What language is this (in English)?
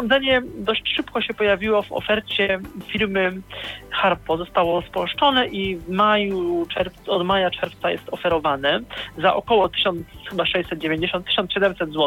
Polish